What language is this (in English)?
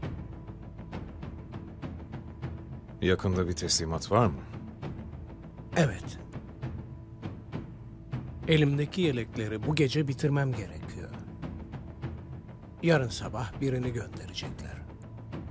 Turkish